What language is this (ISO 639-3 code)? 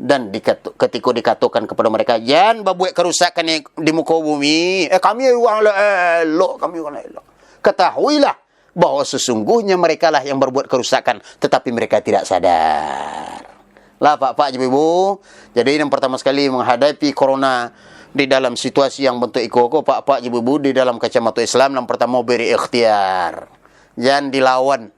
min